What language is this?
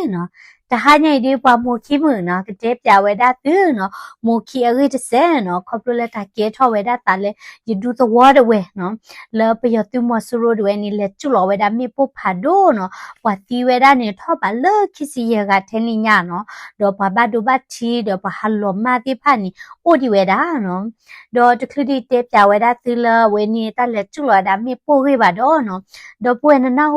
S'gaw Karen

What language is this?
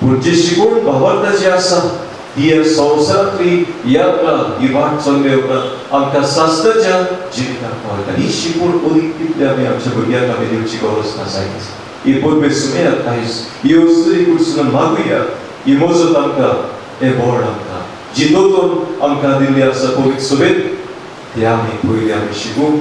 Konkani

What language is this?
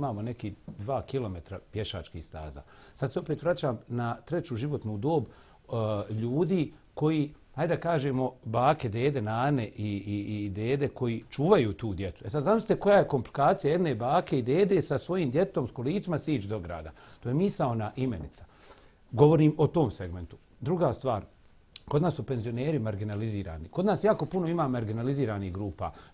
Bosnian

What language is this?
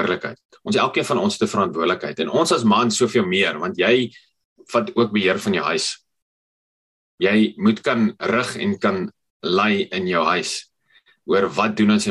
Afrikaans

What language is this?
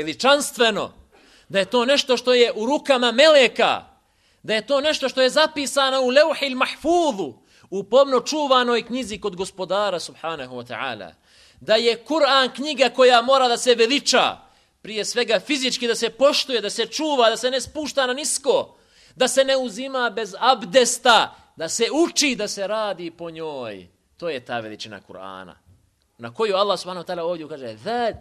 Bosnian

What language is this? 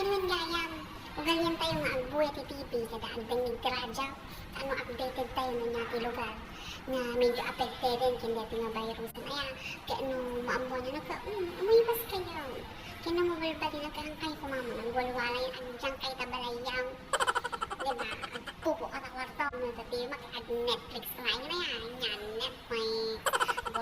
Iloko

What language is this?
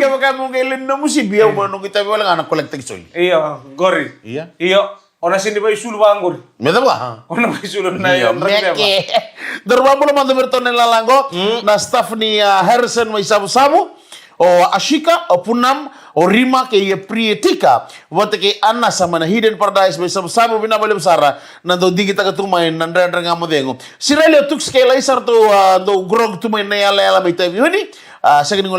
Fijian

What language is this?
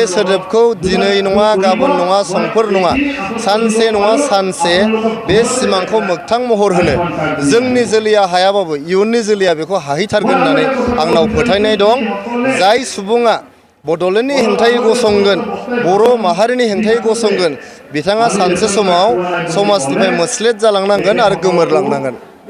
Bodo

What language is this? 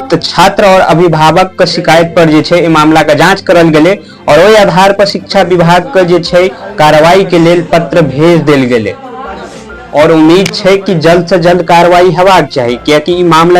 Maithili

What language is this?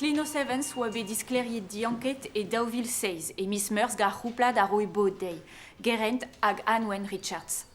Breton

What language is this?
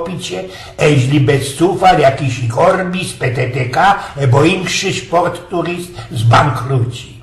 Silesian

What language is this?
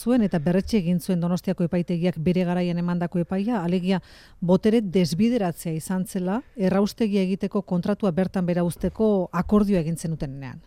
Basque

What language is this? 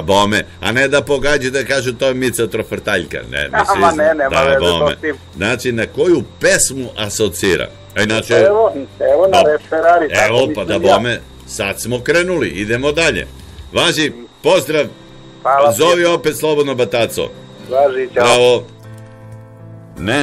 Serbian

